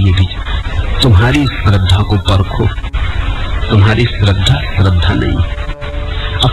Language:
Hindi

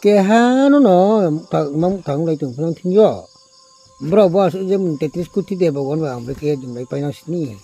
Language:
Riang (India)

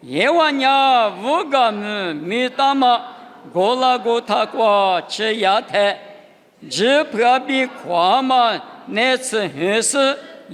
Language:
Lisu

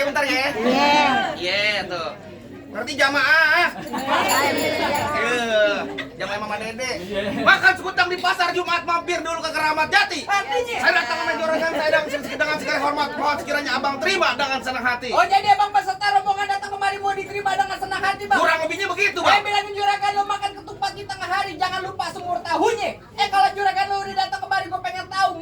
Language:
Betawi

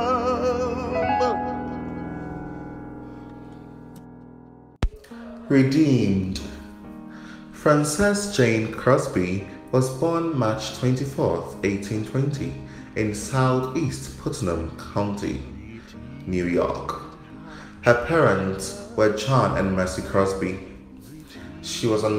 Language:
English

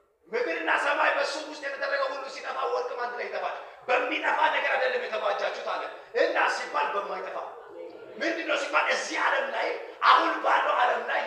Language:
Amharic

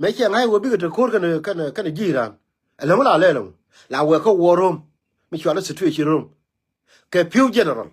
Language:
Nuer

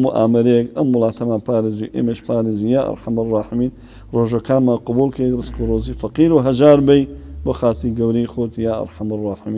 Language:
Central Kurdish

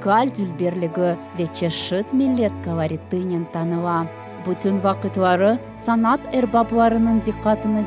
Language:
Crimean Tatar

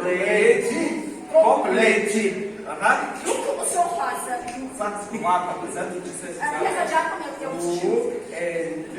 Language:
Kabardian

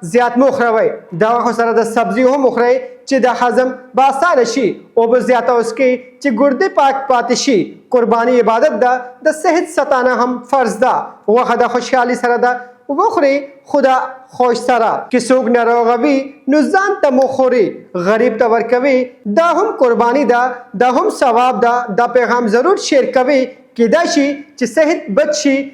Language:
Pashto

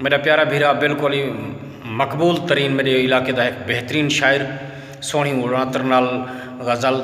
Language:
Saraiki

